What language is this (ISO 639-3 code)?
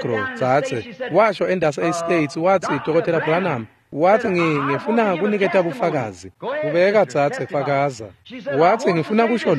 ssw